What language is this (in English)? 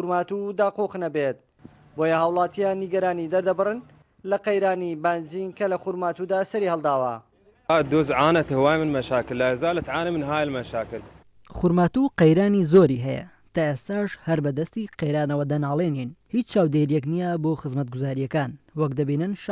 Central Kurdish